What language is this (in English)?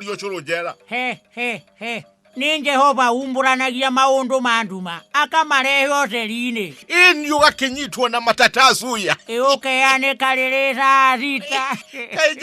Kikuyu